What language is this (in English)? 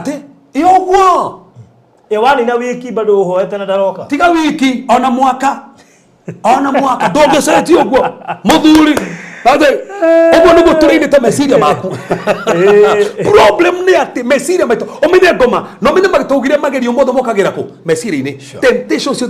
Kikuyu